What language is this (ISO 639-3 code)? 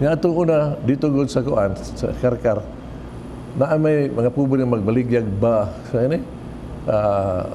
ceb